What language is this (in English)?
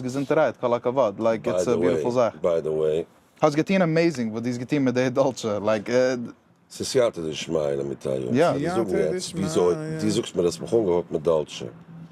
Yiddish